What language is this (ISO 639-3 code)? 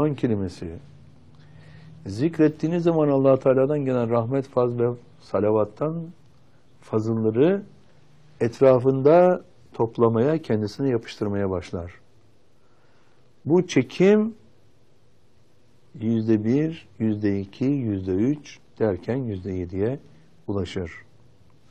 tur